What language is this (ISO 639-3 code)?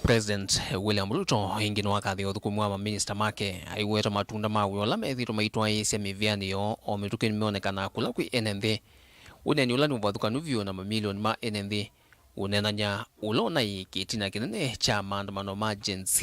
kam